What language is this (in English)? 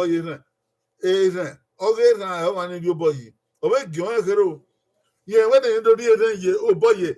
Bini